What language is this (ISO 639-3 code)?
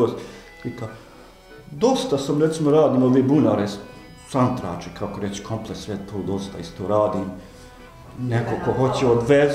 bos